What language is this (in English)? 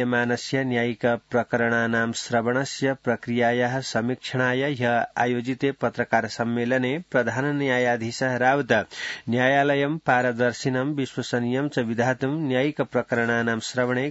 Sanskrit